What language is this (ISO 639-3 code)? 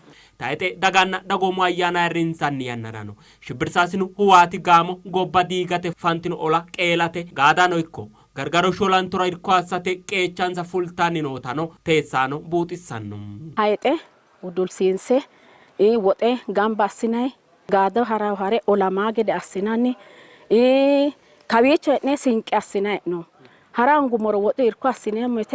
sid